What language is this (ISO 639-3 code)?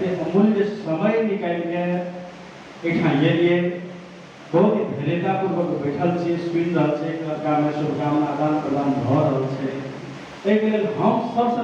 mai